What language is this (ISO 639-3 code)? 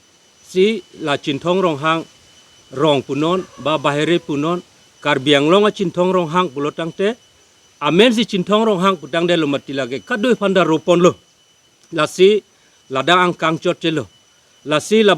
mjw